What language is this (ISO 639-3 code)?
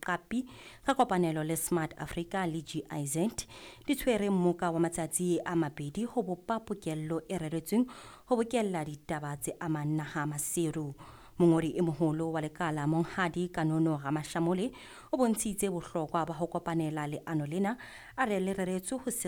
sot